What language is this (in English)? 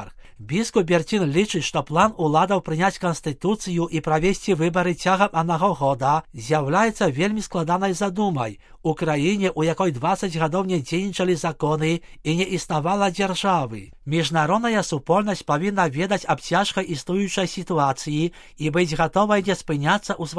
Belarusian